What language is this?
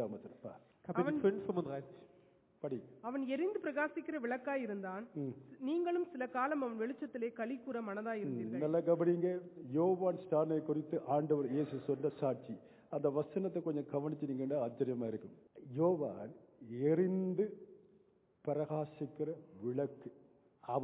Tamil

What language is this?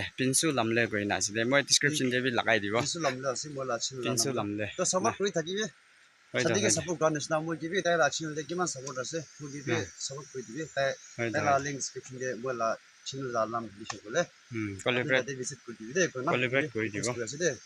Naga Pidgin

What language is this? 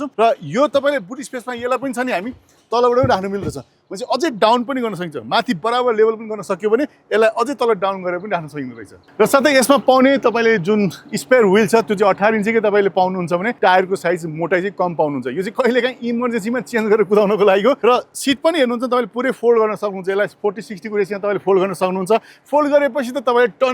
Nepali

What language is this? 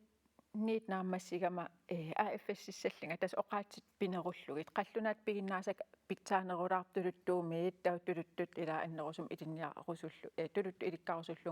Kalaallisut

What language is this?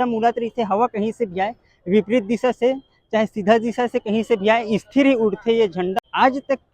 Chhattisgarhi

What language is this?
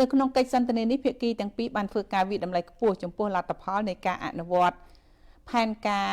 Khmer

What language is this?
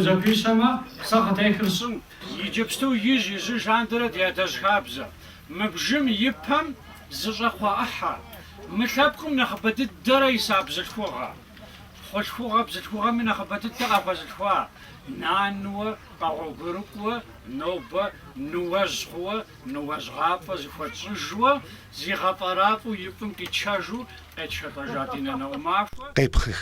Kabardian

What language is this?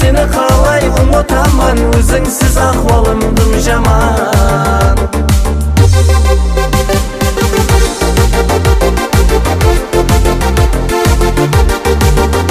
Kazakh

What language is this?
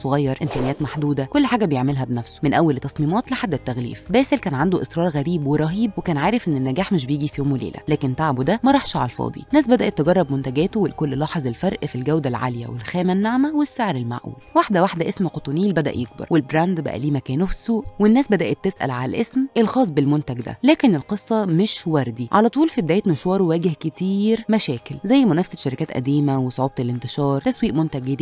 Egyptian Arabic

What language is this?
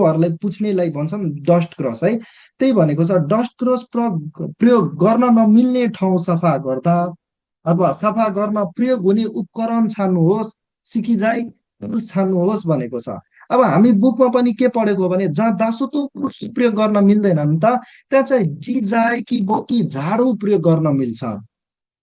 Nepali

